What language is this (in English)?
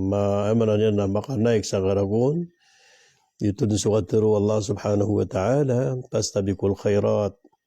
Maranao